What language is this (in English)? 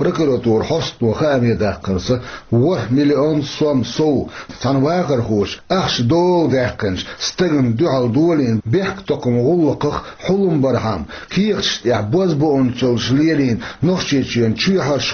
Chechen